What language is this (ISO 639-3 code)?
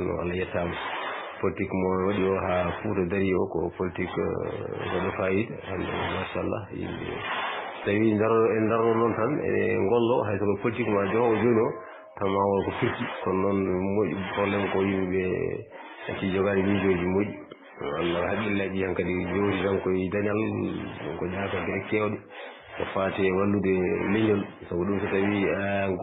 ful